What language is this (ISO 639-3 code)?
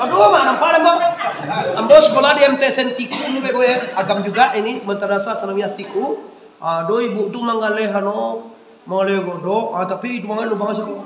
min